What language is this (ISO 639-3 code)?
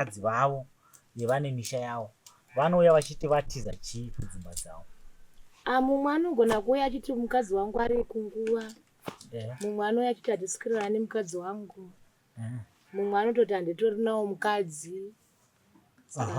sna